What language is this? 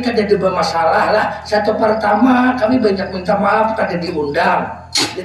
Banjar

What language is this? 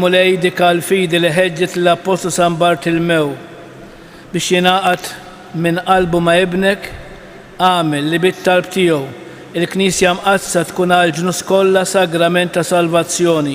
Maltese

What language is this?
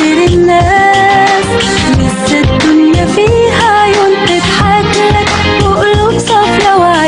Egyptian Arabic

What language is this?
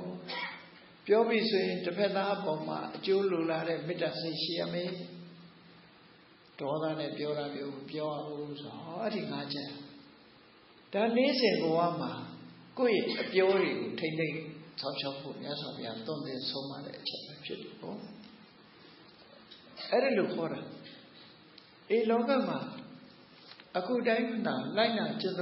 Burmese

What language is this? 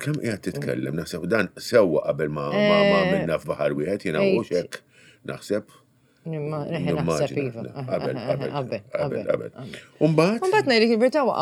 Maltese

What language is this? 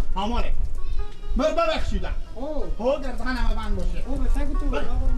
Persian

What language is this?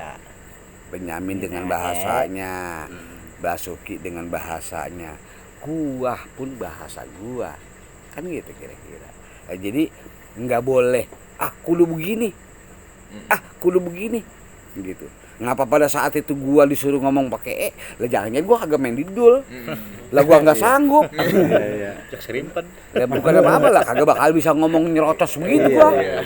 Betawi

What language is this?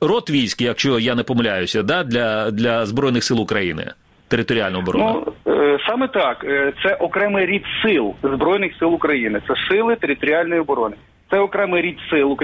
Ukrainian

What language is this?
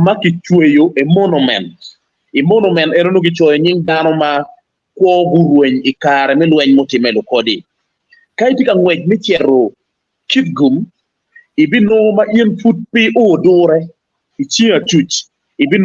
Acoli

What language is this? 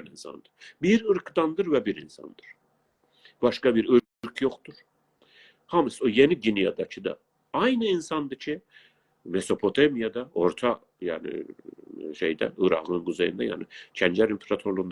South Azerbaijani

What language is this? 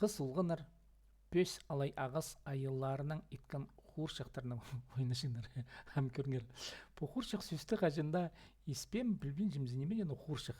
Khakas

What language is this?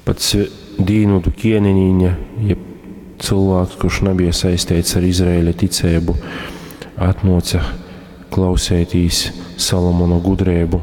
Latgalian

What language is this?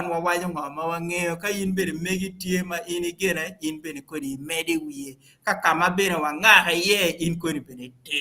Acoli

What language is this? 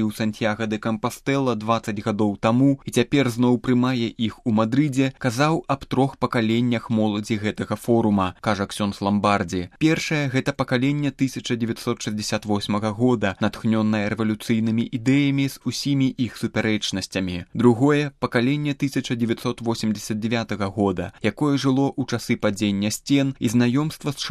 Belarusian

